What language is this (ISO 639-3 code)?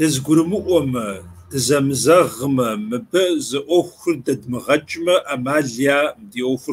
kbd